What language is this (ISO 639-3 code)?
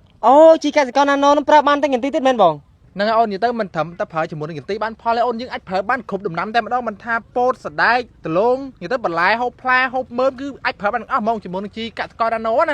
khm